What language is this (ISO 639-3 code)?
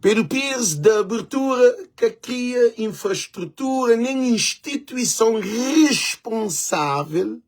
kea